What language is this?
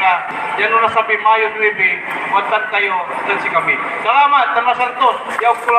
Pangasinan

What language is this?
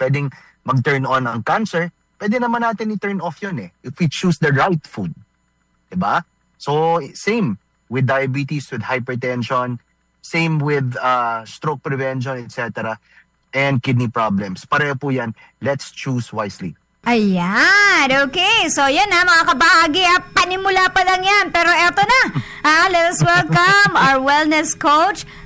Filipino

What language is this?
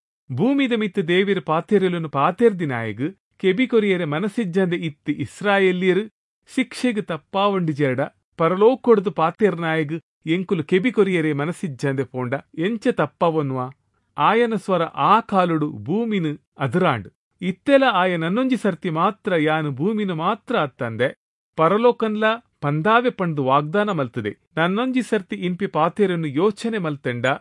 Tulu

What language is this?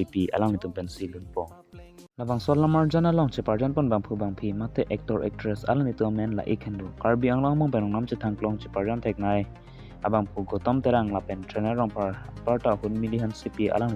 Karbi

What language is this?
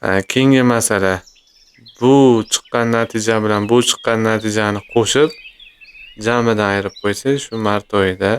Uzbek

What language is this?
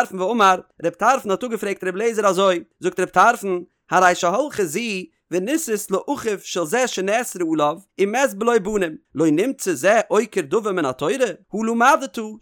Yiddish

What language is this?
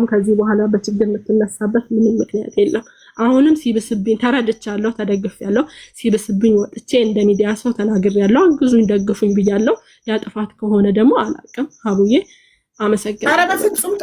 Amharic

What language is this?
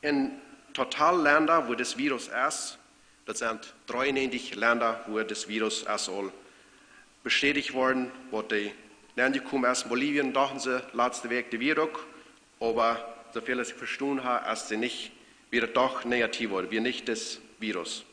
Plautdietsch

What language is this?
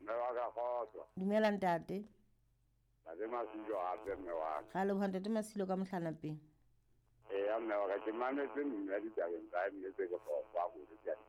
Southern Sotho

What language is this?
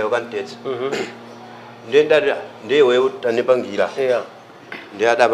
Nyanja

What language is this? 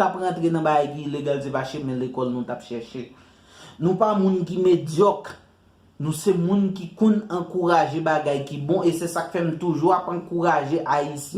Haitian Creole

